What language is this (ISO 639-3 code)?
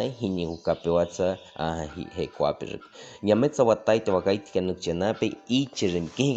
bwi